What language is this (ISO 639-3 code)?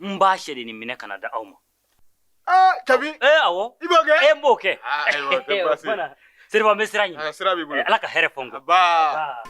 bam